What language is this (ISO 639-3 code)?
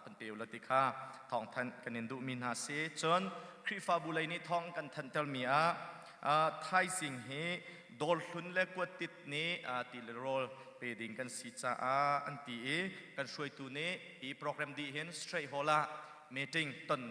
cnh